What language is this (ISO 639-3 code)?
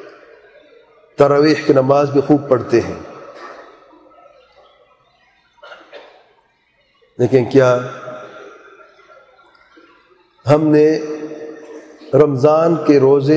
urd